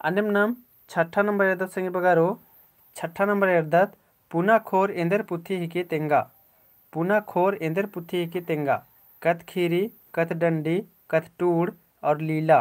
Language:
Kurukh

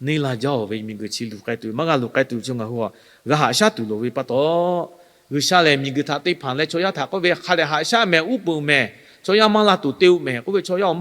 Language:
Lahu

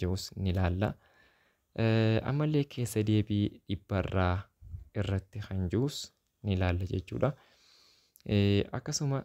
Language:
Oromo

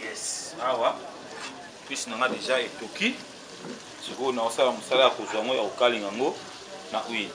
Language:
Lingala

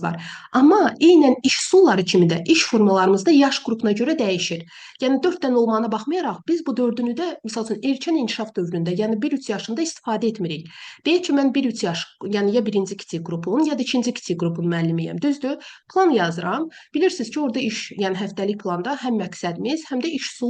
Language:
Azerbaijani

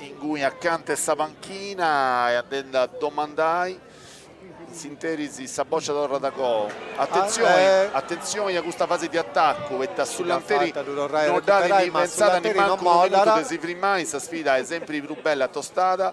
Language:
Sardinian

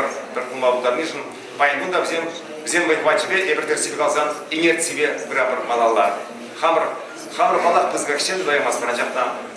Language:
Chuvash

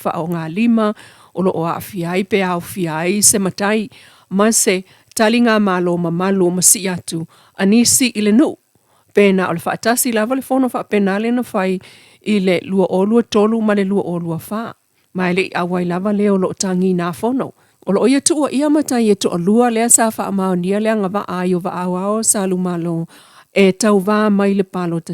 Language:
Samoan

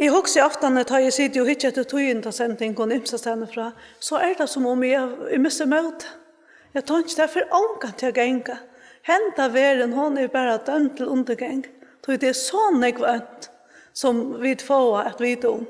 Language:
Faroese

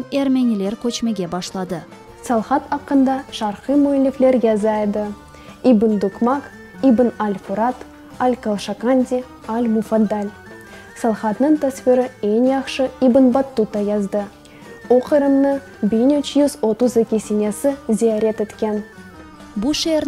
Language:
Crimean Tatar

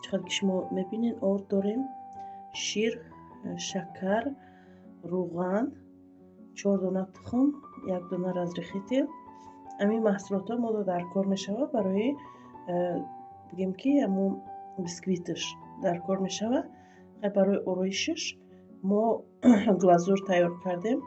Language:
Tajik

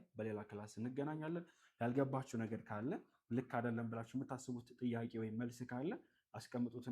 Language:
Amharic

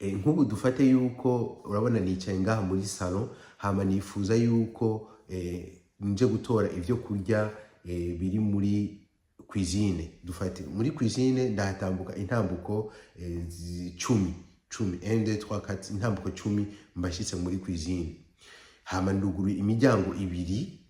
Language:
Rundi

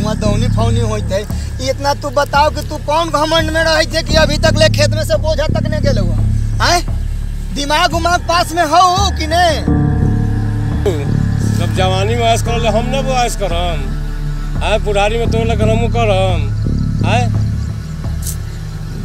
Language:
Bhojpuri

